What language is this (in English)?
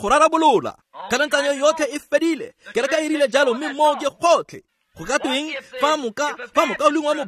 Tswana